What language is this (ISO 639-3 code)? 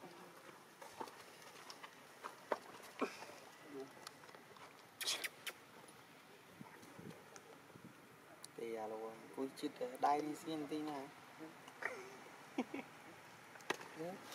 vie